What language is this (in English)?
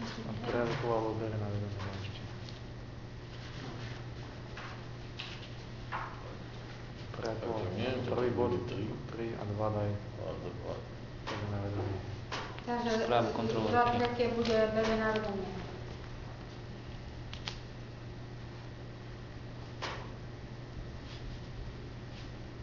Slovak